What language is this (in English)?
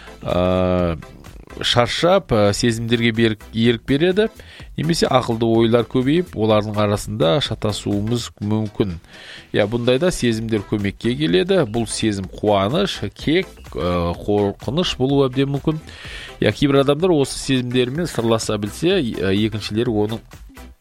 Kazakh